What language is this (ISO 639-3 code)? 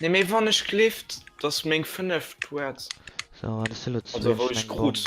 ltz